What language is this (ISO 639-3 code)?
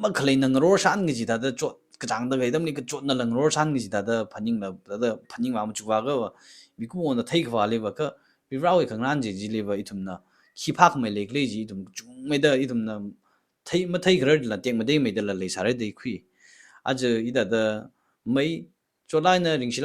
nmf